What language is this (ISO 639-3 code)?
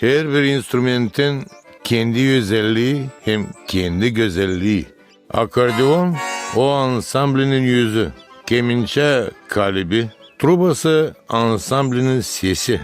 gag